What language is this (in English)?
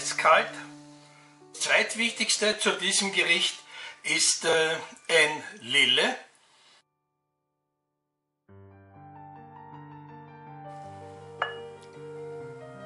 German